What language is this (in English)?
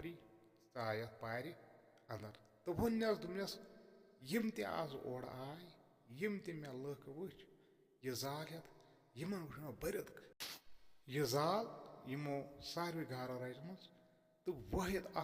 Kashmiri